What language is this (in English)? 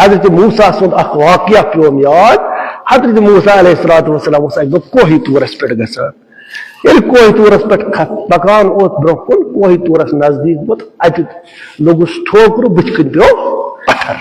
Kashmiri